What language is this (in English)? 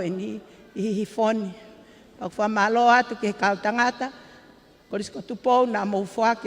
Tongan